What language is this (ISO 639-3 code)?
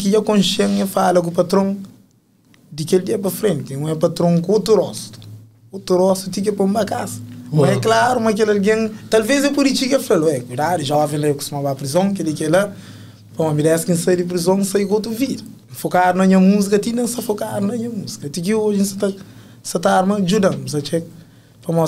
kea